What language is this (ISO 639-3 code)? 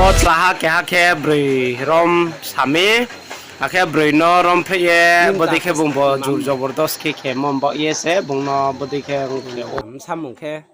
ria